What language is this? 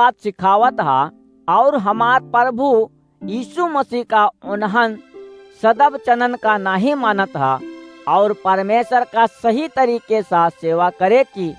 Awadhi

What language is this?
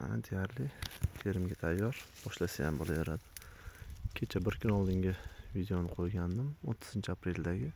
Uzbek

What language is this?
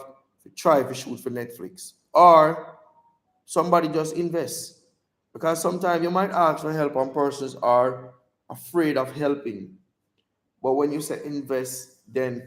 Jamaican Creole English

